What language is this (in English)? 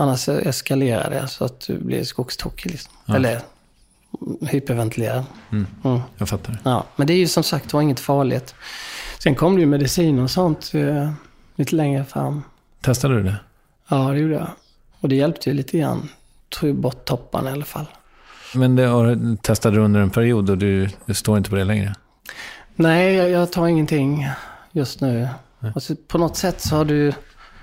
Swedish